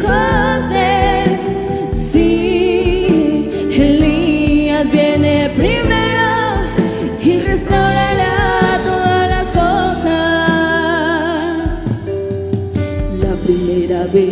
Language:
Spanish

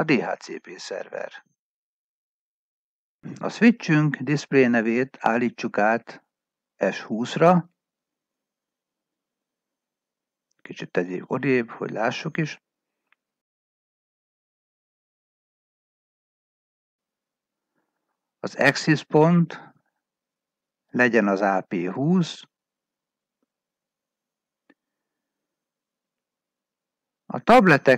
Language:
Hungarian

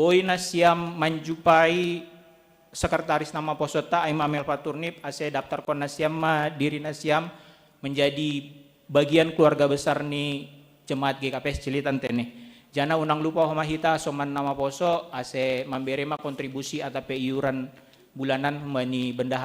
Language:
Batak Simalungun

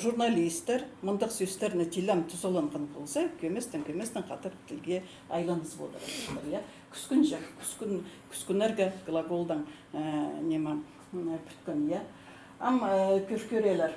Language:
Khakas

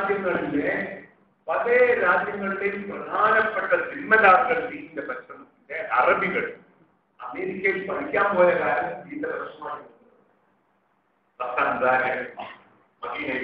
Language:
Malayalam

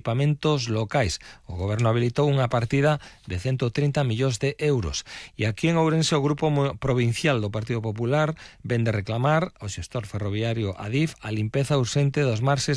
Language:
Galician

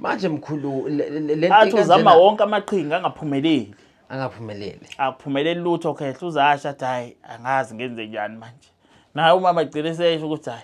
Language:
Zulu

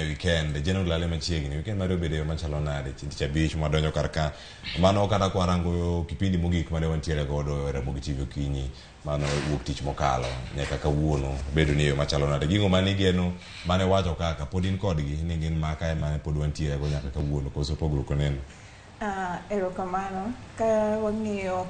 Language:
Luo (Kenya and Tanzania)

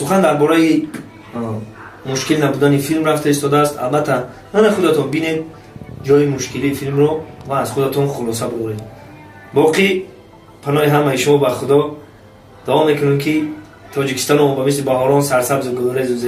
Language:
Tajik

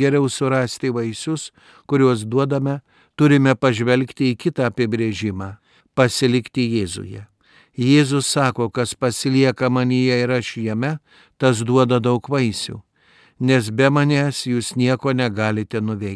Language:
Lithuanian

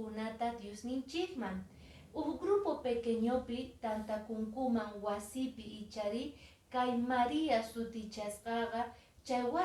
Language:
Quechua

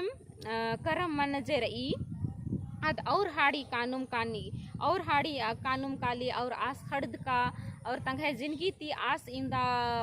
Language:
Kurukh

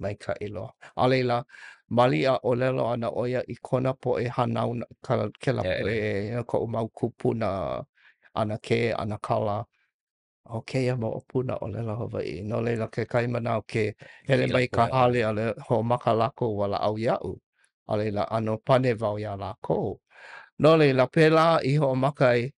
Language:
Hawaiian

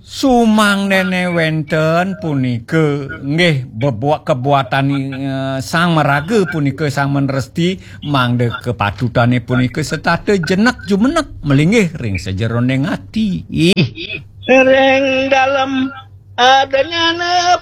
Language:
Balinese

